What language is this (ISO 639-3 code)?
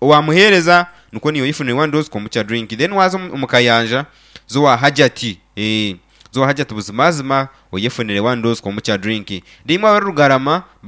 nyn